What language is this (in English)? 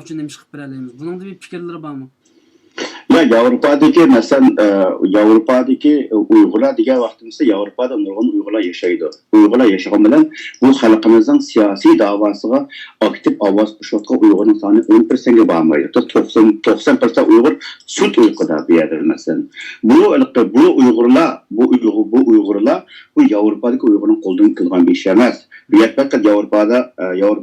Uyghur